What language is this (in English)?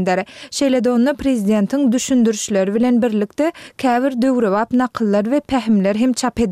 Turkmen